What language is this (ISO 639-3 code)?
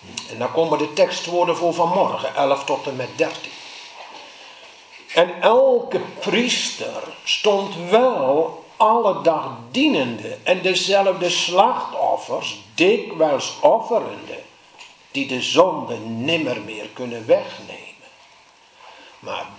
nld